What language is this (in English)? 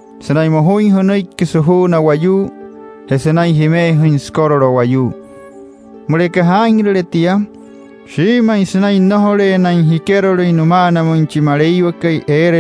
Wayuu